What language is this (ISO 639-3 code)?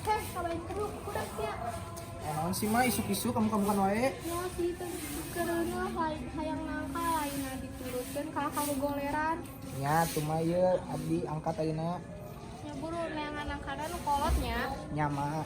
sun